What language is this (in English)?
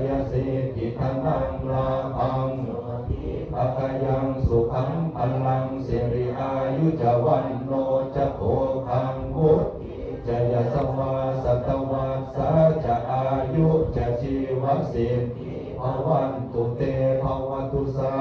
Pali